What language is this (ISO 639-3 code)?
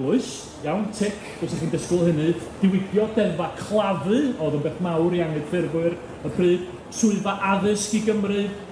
cym